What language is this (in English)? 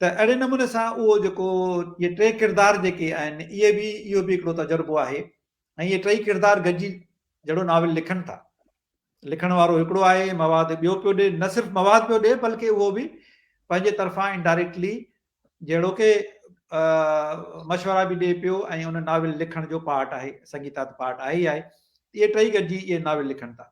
Sindhi